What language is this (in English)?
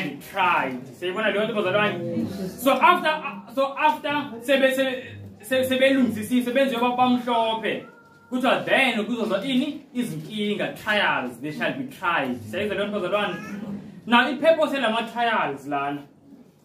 Zulu